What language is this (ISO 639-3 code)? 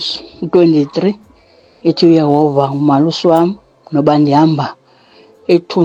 xho